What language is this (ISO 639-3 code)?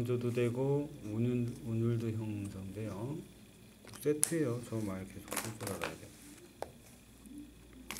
kor